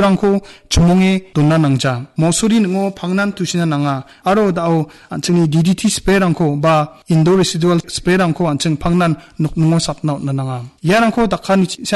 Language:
Garo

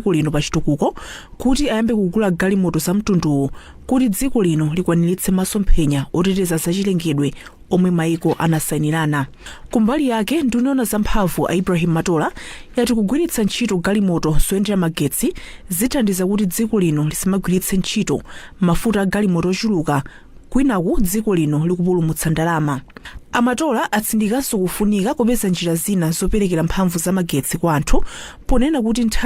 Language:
Nyanja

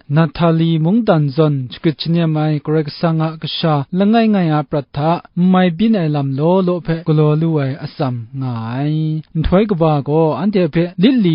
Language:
Kachin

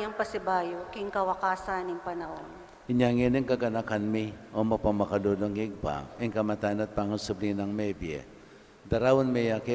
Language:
Pampanga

